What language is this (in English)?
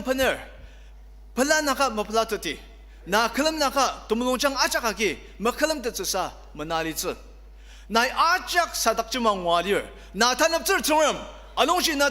Ao Naga